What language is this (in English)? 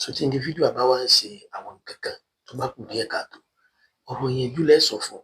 Yoruba